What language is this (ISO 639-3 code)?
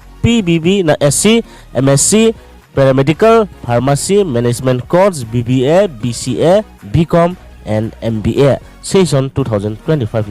ria